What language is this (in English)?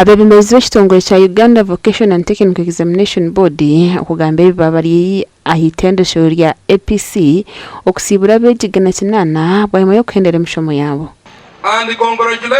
Nyankole